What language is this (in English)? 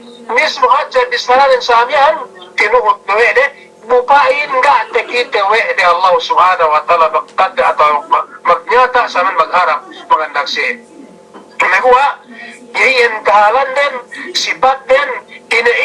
Yakan